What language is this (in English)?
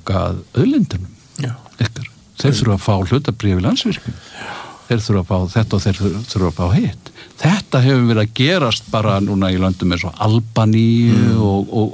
Icelandic